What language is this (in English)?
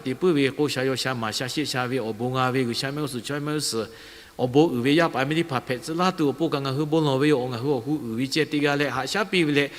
Lahu